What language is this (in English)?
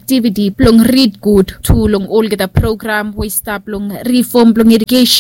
Bislama